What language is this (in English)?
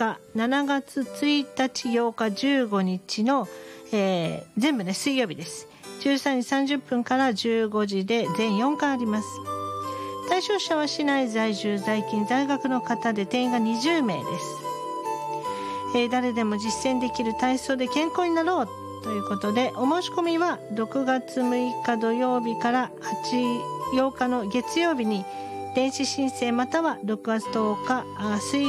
Japanese